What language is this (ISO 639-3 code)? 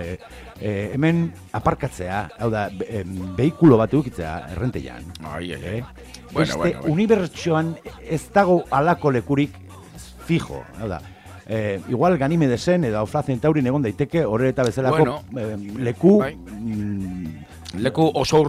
eus